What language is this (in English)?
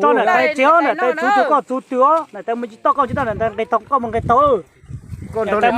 Hmong